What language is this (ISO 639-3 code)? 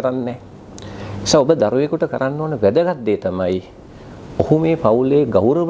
sin